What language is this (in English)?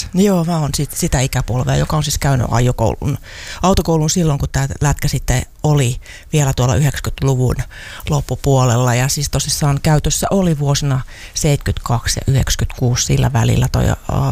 Finnish